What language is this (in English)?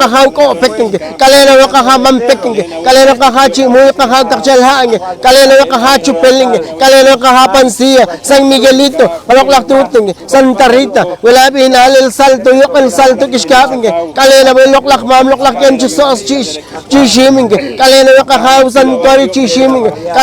Poqomchi'